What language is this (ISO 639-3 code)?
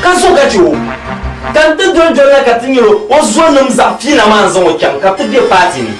dag